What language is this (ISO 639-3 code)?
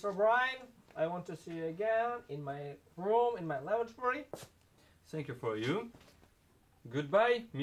bak